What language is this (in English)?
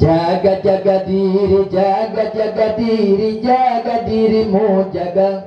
Achinese